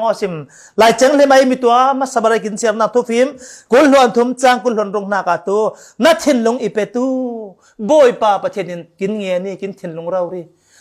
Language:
Falam Chin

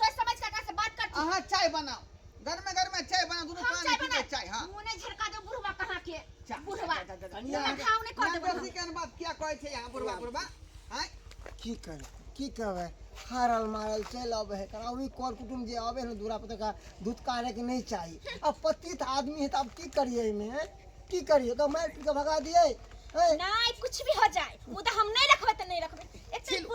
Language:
Maithili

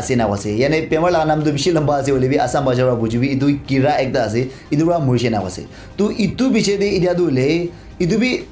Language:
Naga Pidgin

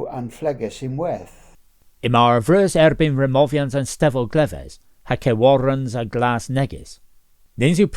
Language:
Cornish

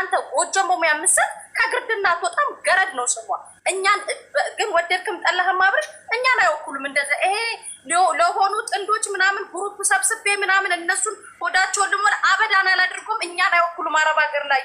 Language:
Amharic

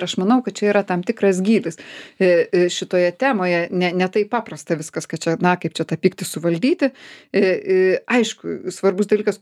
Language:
Lithuanian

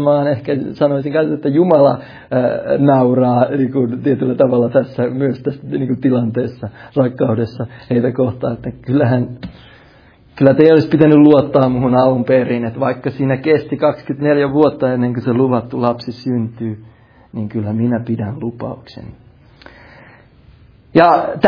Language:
Finnish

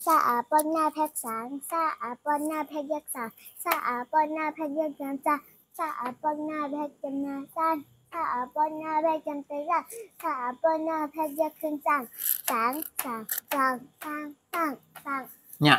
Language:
Shan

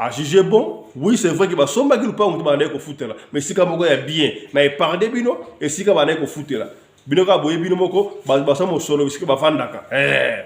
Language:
Lingala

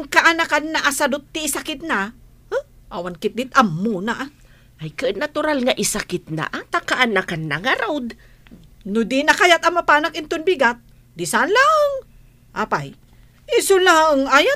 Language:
Iloko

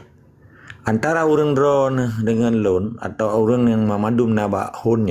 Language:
Achinese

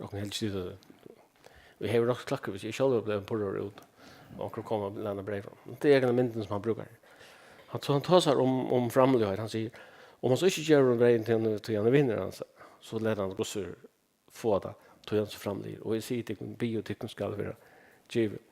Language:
Faroese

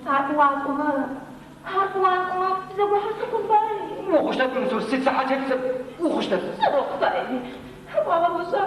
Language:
Adyghe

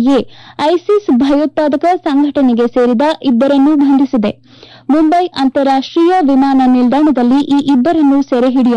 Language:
Kannada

